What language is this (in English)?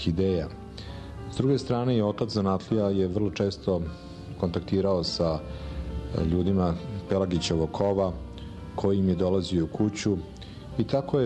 Serbian